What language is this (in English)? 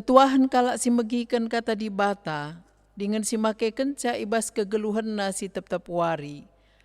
Batak Karo